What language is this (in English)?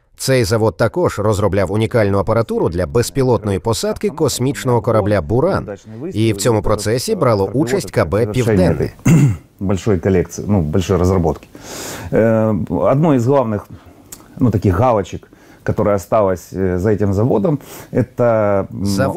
Ukrainian